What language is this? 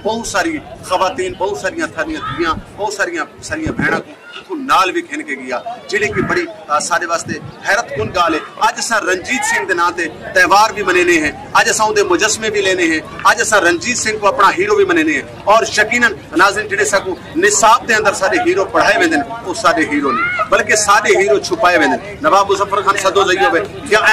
Saraiki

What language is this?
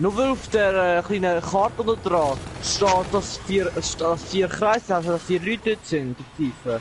Swiss German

